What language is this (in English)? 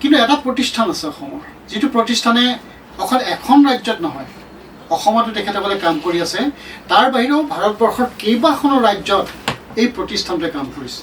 Assamese